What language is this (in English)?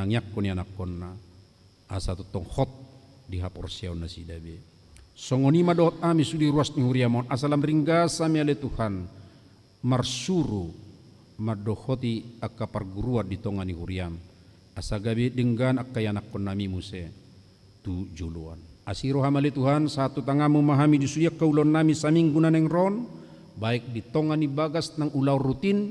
Batak Toba